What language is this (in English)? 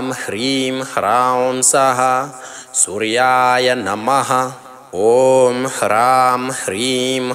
Sanskrit